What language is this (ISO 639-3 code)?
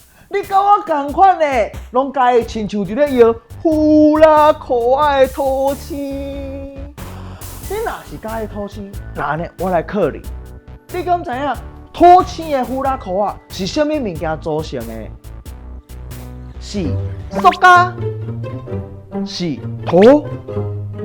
nan